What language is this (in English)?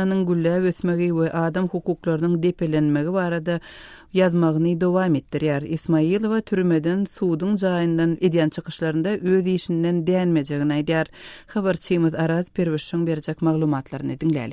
Turkmen